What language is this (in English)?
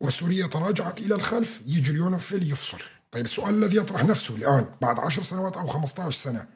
North Levantine Arabic